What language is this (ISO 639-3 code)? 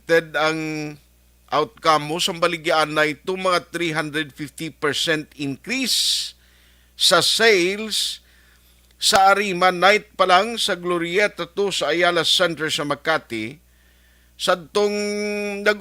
hil